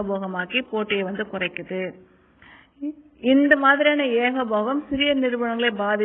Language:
Tamil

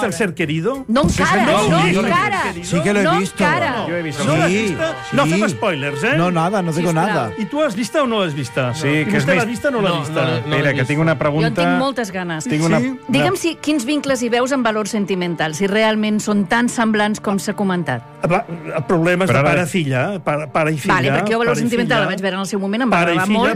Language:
Catalan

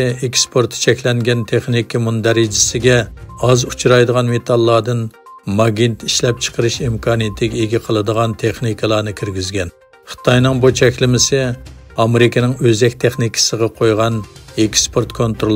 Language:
Uyghur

